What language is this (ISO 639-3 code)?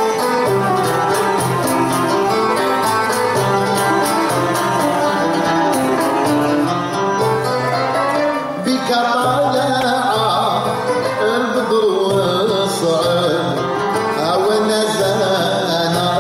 ara